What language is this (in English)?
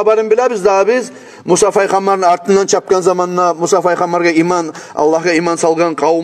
Kumyk